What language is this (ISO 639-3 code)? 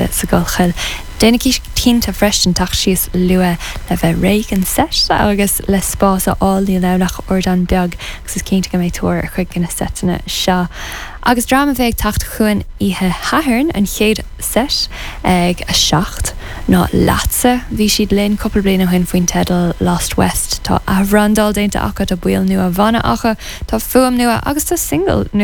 gle